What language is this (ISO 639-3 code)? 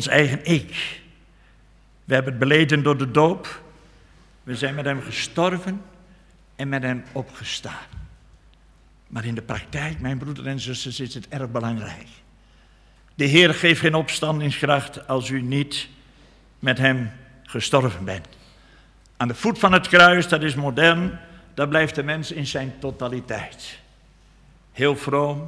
nld